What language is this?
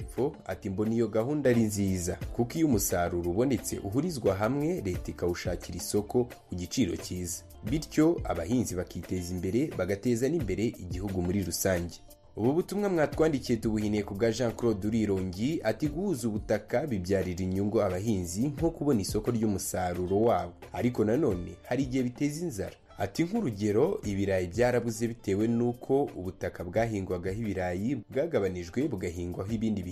Kinyarwanda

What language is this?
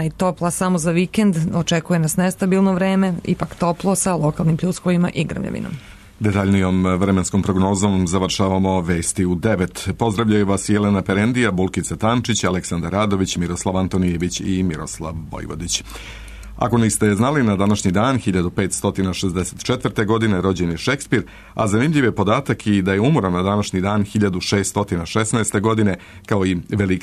Serbian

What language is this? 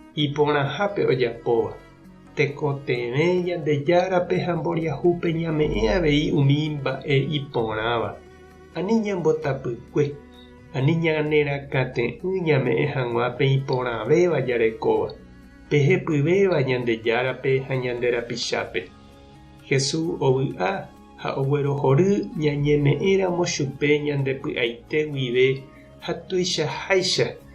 Guarani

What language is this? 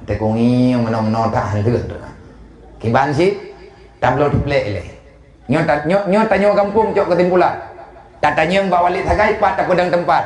Achinese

